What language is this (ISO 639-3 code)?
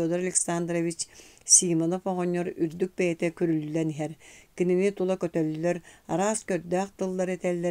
sah